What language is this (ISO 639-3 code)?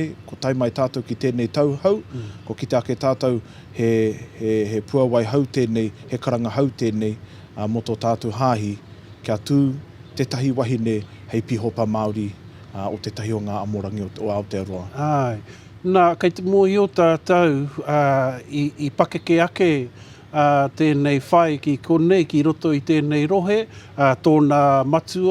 mri